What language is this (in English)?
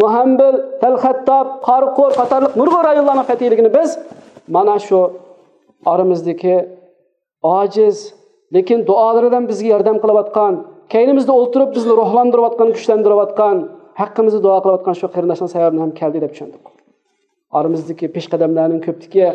Uyghur